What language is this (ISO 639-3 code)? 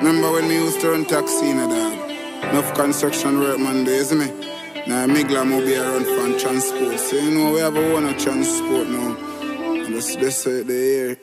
jam